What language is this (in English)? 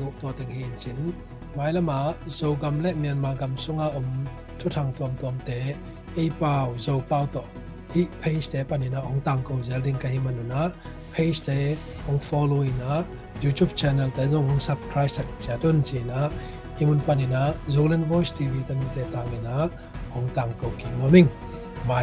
Tedim Chin